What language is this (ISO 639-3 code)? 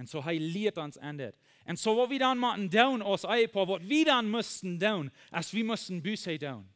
pdt